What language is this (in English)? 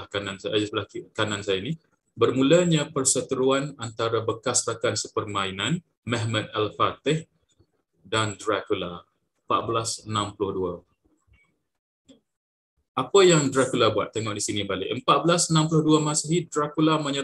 Malay